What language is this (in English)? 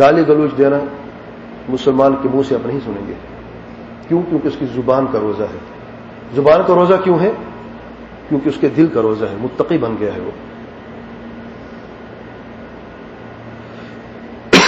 Urdu